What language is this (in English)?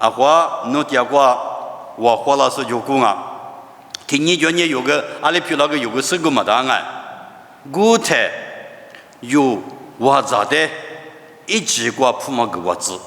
Lisu